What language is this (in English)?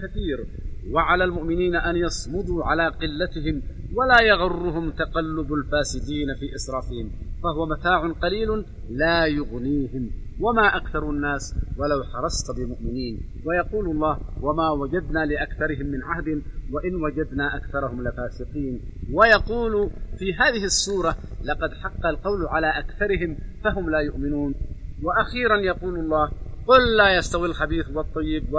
Arabic